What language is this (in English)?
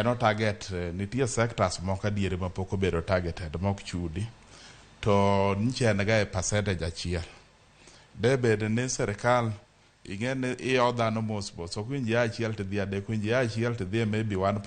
Luo (Kenya and Tanzania)